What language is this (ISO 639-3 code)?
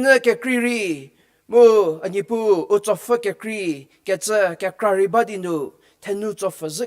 njm